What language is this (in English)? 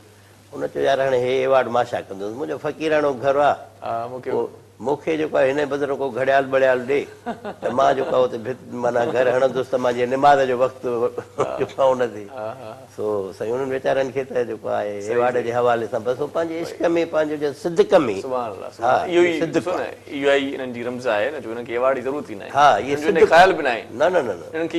Sindhi